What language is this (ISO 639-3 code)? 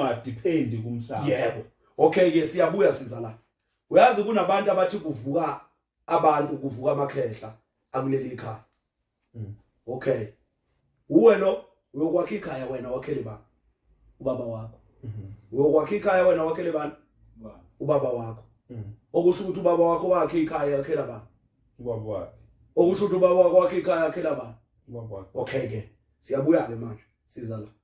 zul